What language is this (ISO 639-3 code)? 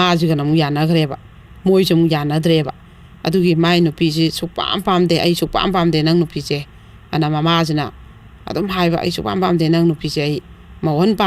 mni